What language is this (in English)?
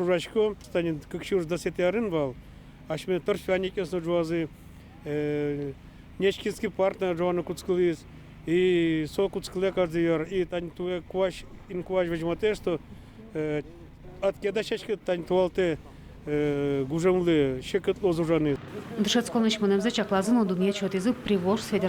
Udmurt